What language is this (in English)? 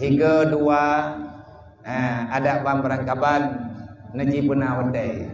Achinese